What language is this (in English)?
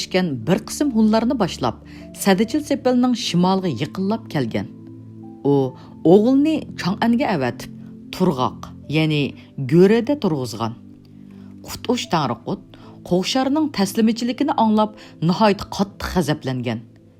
Uyghur